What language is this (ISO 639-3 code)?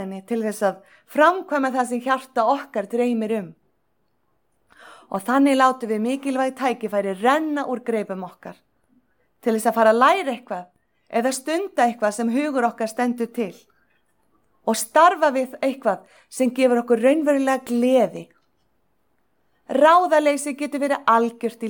isl